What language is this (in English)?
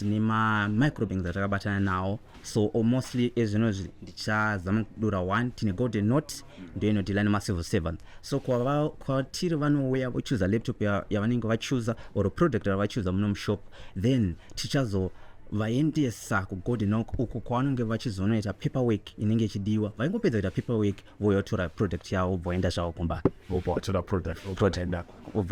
Shona